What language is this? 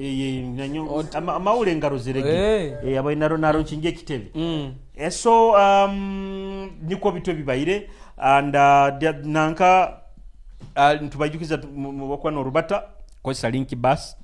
Nyoro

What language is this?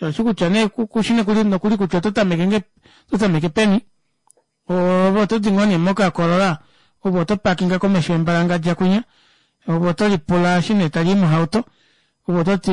Kuanyama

